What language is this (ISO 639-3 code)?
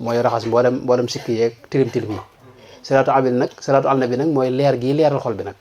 wol